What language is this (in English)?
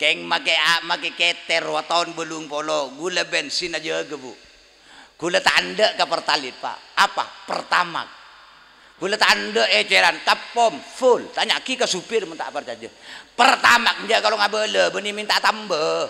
Madurese